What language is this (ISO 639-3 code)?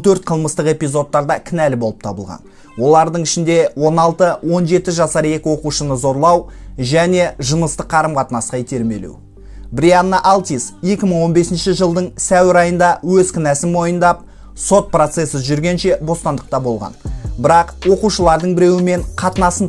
kaz